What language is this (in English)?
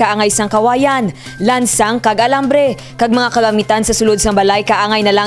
Hiligaynon